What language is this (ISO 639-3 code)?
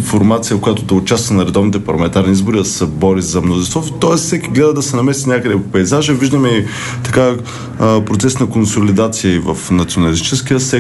bul